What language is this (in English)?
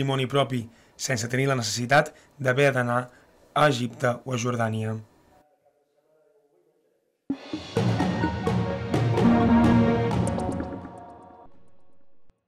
Catalan